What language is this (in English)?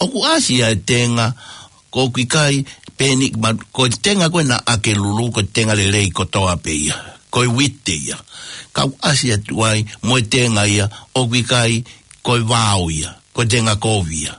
Tongan